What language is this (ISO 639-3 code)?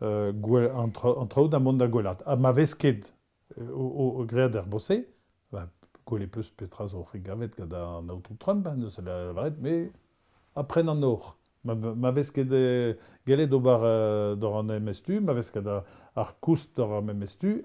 bre